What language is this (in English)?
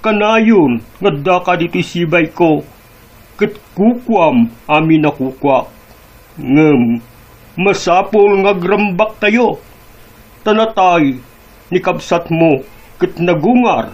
Iloko